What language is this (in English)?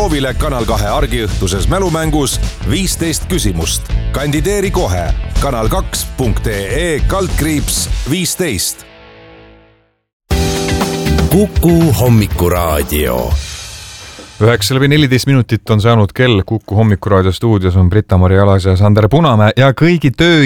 Estonian